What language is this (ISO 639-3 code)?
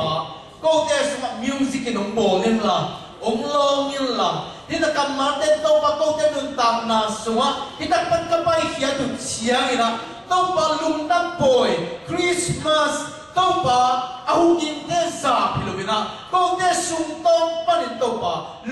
ctd